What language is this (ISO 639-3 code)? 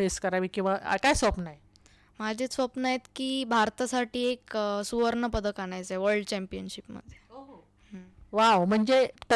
mar